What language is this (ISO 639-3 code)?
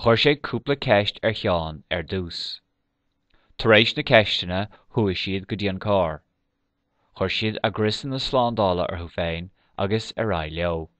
gle